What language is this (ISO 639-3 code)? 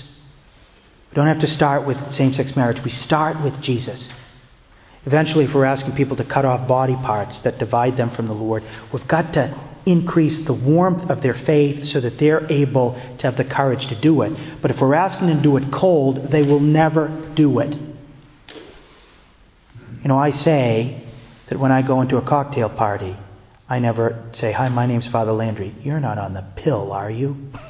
eng